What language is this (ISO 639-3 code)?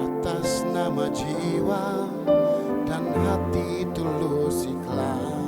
abs